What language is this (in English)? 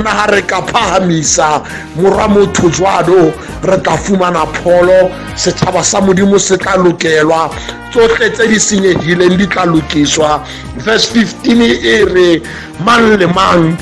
Southern Sotho